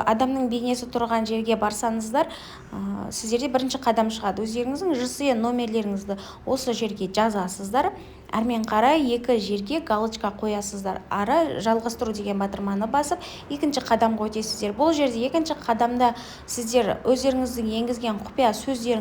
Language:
Kazakh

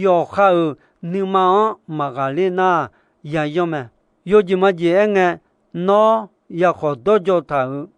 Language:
Akha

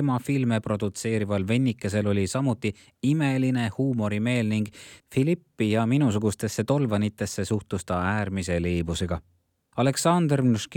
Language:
Estonian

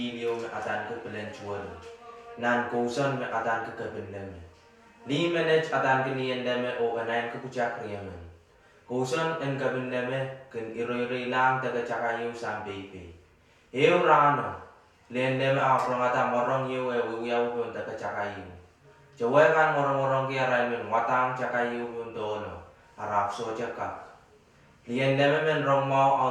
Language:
Pohnpeian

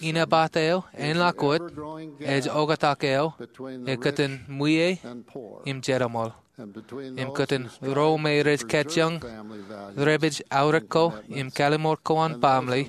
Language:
Marshallese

